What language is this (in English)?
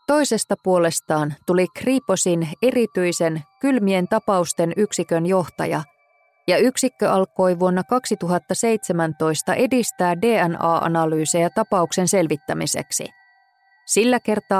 Finnish